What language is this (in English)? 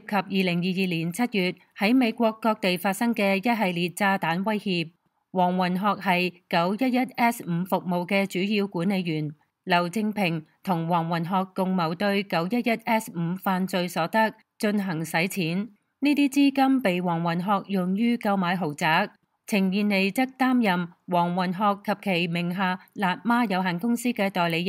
Cantonese